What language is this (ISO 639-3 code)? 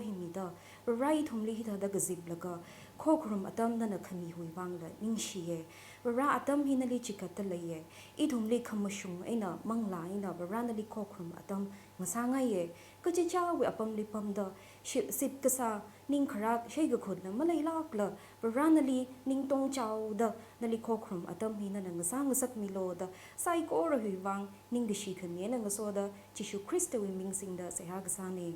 nmf